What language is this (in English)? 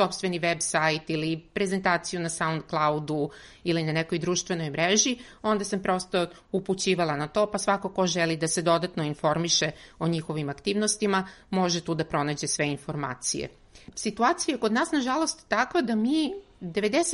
Serbian